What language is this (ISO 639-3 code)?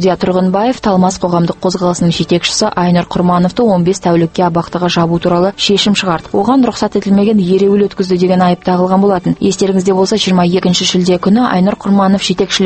kaz